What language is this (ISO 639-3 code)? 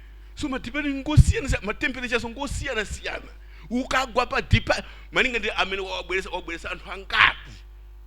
nya